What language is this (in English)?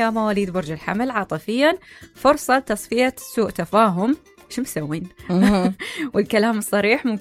Mesopotamian Arabic